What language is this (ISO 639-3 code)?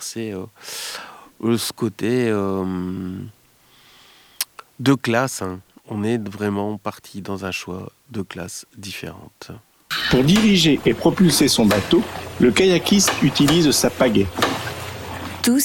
fra